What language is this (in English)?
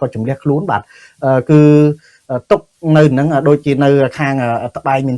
Khmer